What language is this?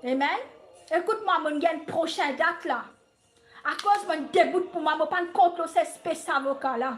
Morisyen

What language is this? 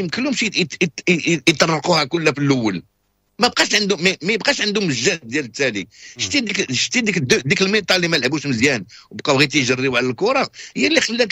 Moroccan Arabic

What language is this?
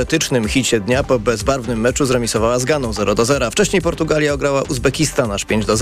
Polish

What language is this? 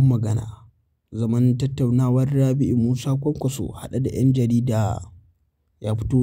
Hausa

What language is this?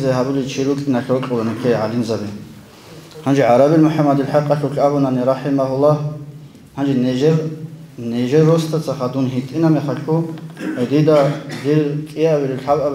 Avaric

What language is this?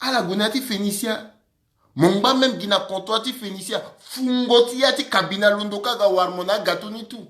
Sango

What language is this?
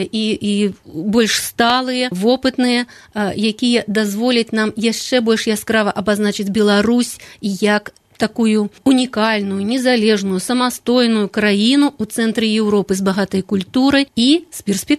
Belarusian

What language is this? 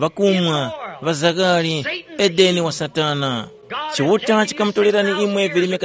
Tumbuka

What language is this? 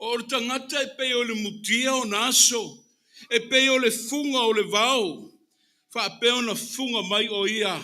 Samoan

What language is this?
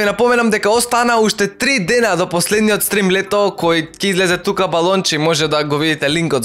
Macedonian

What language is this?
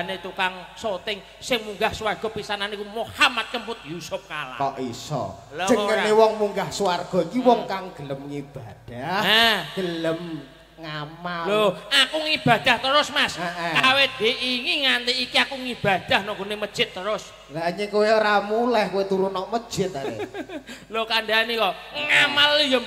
Javanese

